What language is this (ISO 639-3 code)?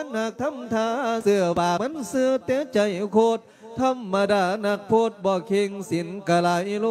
lao